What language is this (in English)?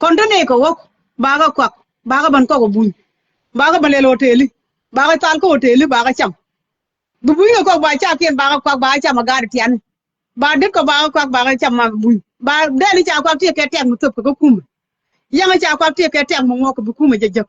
Nuer